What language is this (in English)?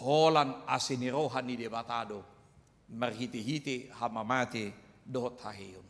Batak Toba